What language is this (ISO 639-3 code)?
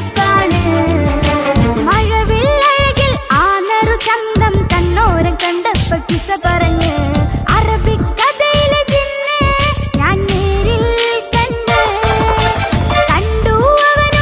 mal